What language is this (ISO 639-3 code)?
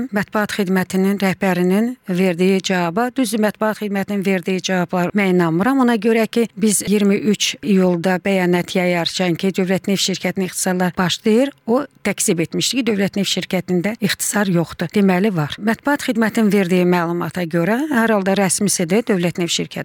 aze